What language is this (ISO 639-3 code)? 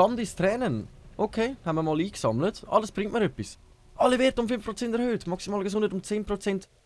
gsw